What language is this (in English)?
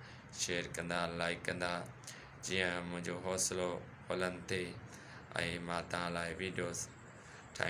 Sindhi